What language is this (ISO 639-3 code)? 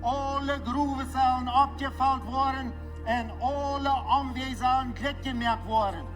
pdt